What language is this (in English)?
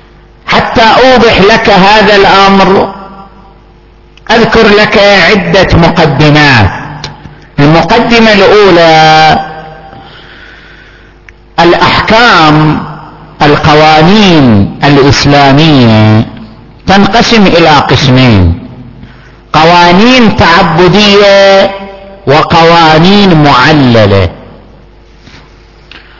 Arabic